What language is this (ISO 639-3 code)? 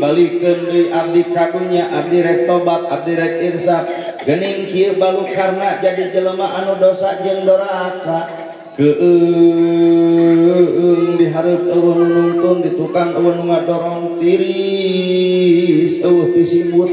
sun